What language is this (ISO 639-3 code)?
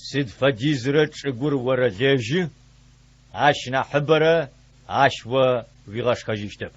ady